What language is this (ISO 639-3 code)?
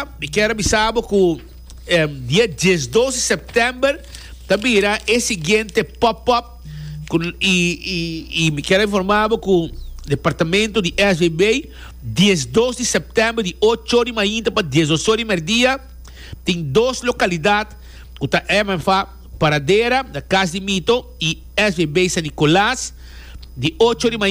pap